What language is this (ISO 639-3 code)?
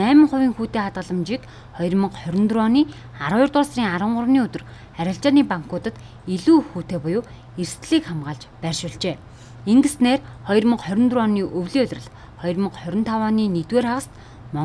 mon